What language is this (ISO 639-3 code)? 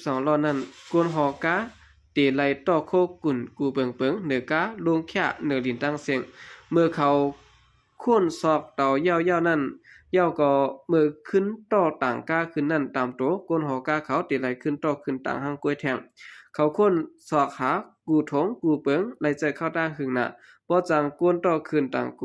shn